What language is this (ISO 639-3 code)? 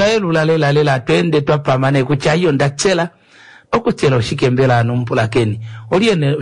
kua